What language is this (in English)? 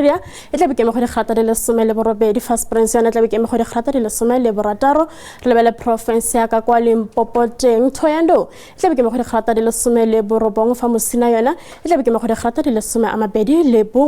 Tswana